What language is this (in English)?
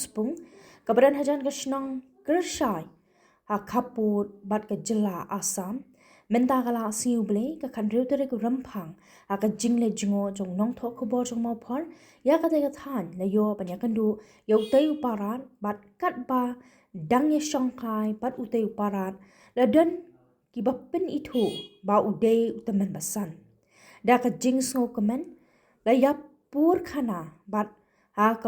Khasi